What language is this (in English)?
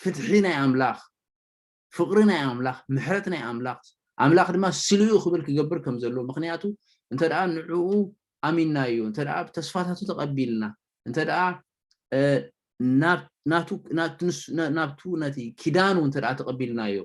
Tigrinya